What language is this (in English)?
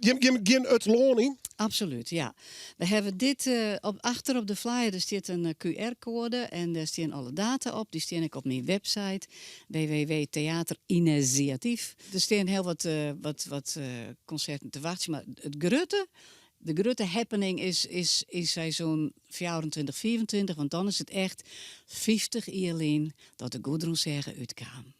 Western Frisian